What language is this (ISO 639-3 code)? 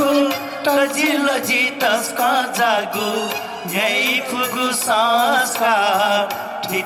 new